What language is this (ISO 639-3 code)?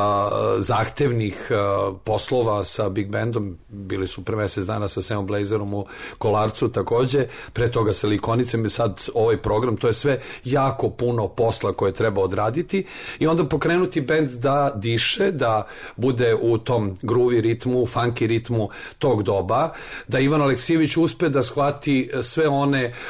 srp